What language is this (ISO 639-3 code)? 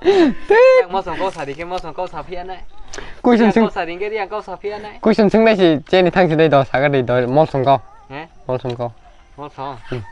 trp